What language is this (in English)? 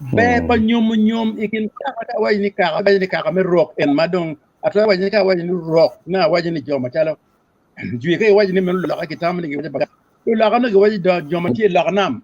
Acoli